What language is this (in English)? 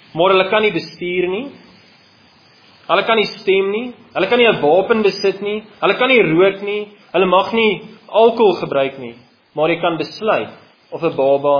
Afrikaans